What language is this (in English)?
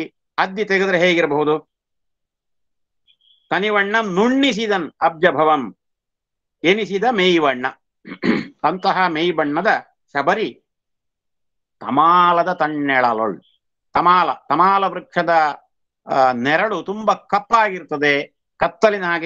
Kannada